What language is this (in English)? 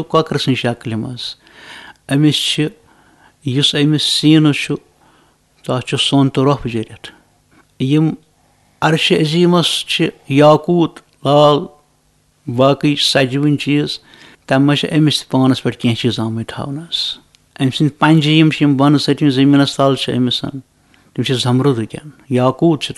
Kashmiri